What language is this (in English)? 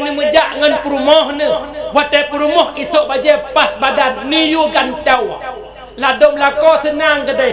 Achinese